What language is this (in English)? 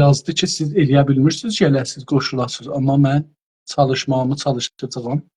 South Azerbaijani